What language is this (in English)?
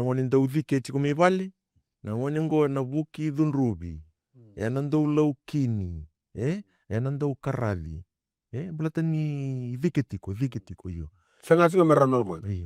Fijian